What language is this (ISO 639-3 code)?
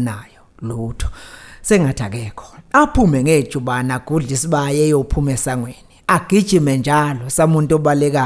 zul